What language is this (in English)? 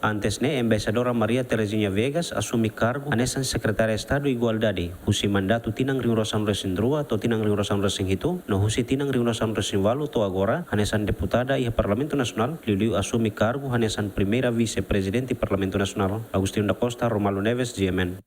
Tetum